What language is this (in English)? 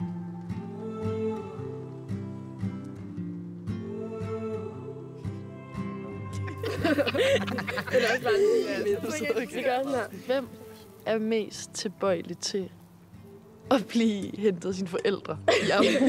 Danish